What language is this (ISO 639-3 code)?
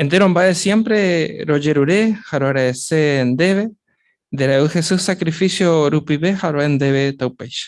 grn